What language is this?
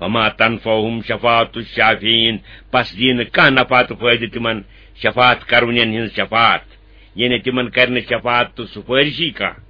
Kashmiri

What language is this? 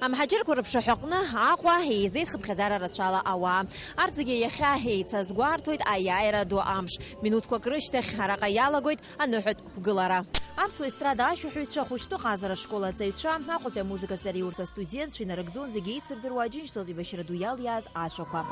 Abkhazian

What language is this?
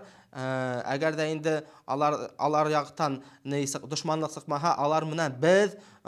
Bashkir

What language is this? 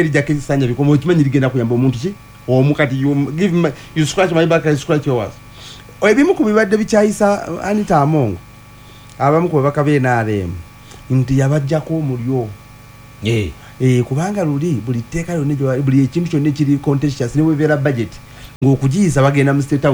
Ganda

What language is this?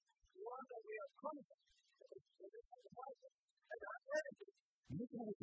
Kinyarwanda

